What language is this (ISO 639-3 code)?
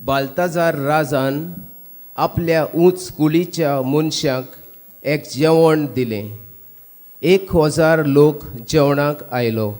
kok